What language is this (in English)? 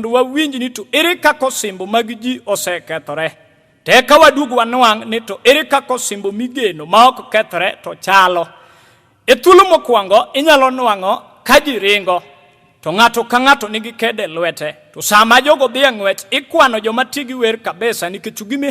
Luo (Kenya and Tanzania)